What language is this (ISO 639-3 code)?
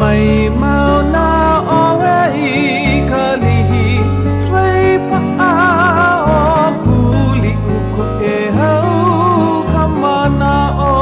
haw